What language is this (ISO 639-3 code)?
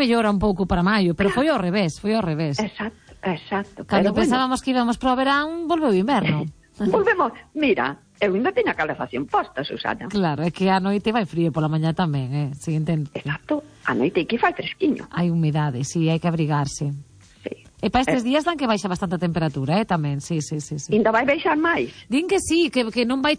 glg